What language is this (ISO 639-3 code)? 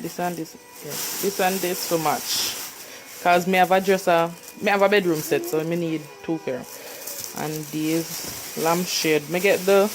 jam